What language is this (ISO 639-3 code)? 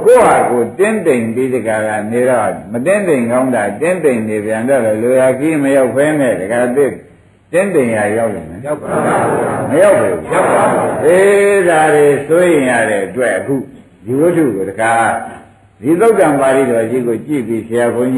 mya